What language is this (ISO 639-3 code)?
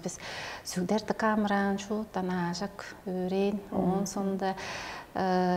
tyv